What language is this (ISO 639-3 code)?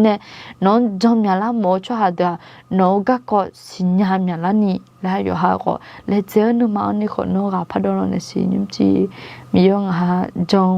ahk